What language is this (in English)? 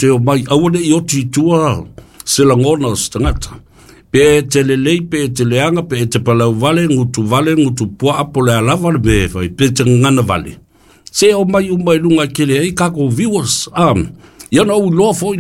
Samoan